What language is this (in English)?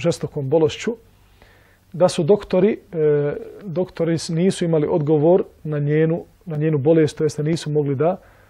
Bosnian